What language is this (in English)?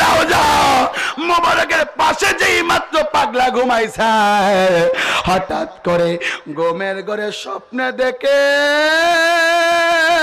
Bangla